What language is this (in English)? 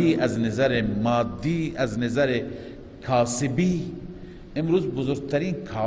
Persian